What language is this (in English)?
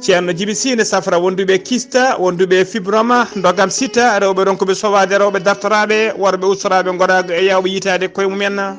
Fula